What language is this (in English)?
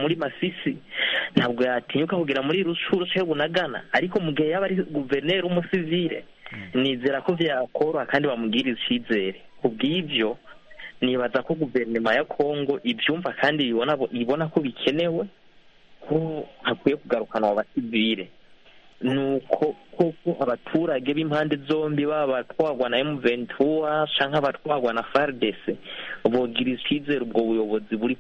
Kinyarwanda